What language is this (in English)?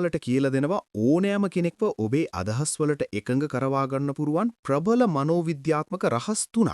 Sinhala